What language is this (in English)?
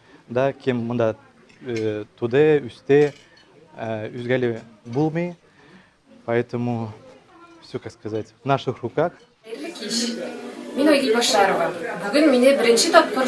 Tatar